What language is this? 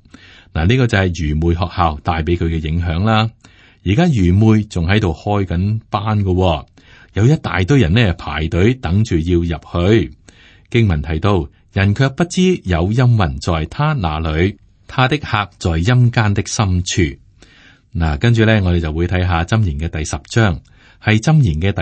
Cantonese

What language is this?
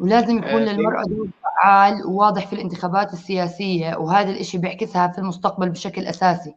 North Levantine Arabic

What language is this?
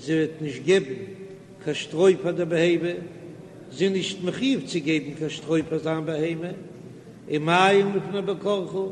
Yiddish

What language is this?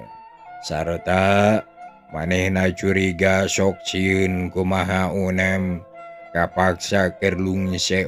Sundanese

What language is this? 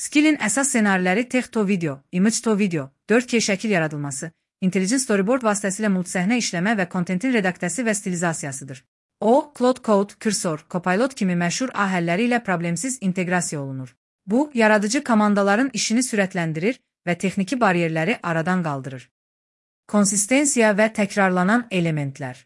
Azerbaijani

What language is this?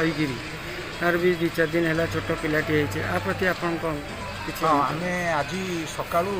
Odia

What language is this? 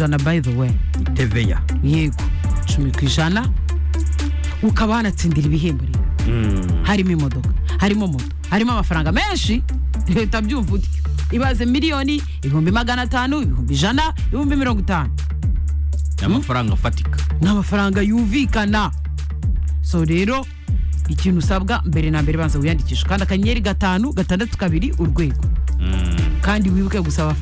Kinyarwanda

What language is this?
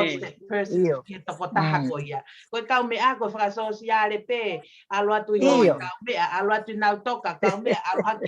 Tongan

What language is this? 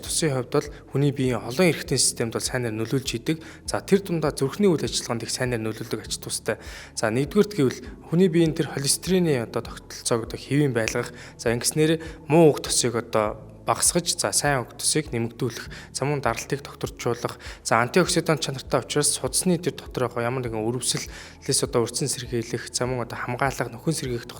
Mongolian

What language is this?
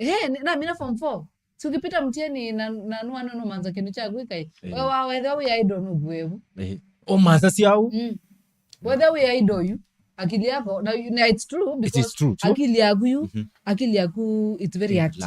Kamba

